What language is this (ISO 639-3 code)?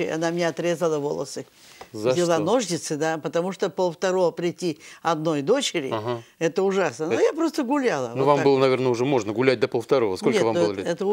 rus